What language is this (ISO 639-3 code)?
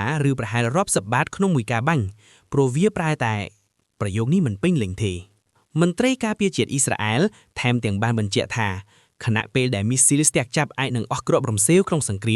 khm